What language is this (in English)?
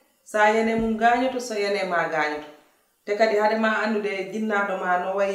Fula